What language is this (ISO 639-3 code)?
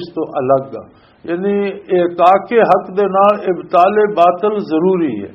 lah